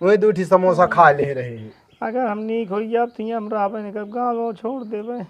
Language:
Awadhi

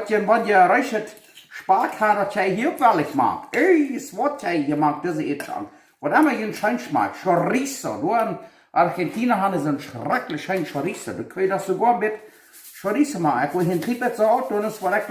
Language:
Plautdietsch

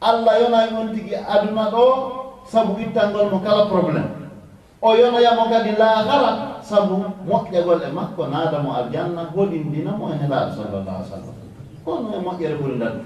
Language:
Fula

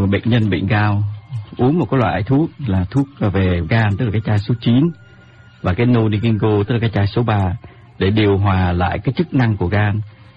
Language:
Vietnamese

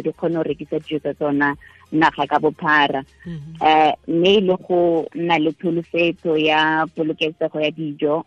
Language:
Tswana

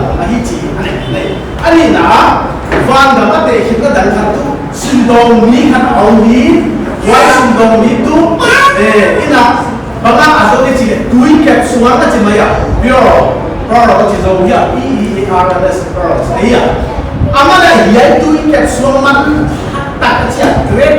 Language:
Paite Chin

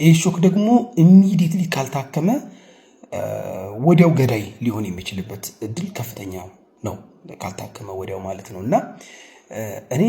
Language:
Amharic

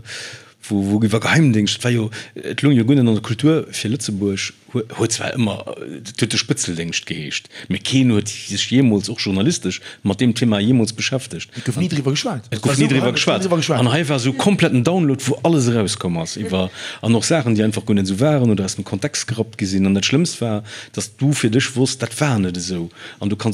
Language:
Luxembourgish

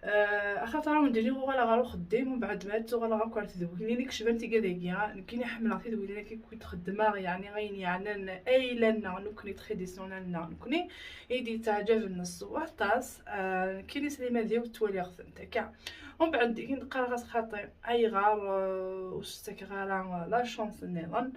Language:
Kabyle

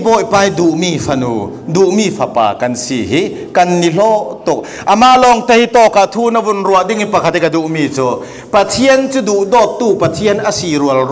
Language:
Falam Chin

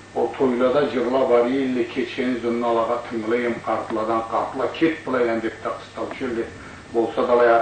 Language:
Karachay-Balkar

